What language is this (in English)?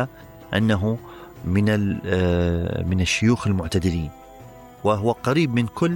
Mesopotamian Arabic